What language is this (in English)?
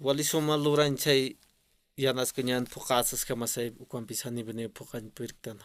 Aymara